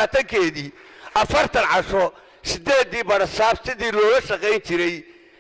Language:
Somali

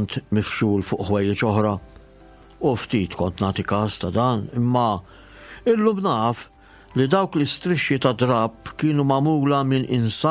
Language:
Maltese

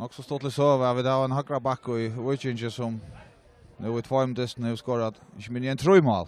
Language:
Faroese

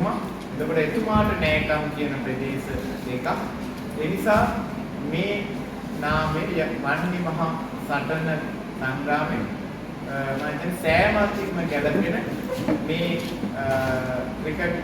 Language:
Sinhala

